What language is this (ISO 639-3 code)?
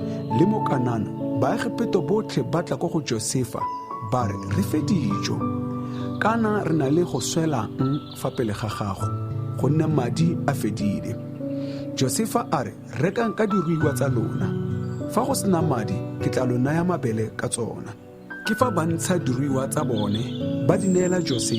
tsn